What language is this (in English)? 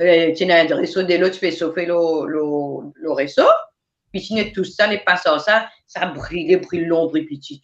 Morisyen